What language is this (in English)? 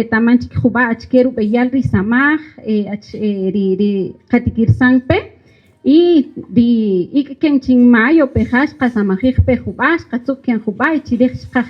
Kaqchikel